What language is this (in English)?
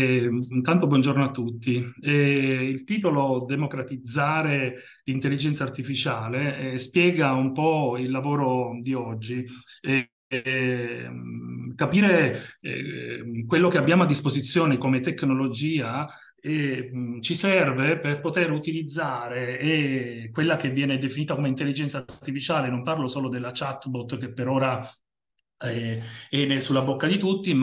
Italian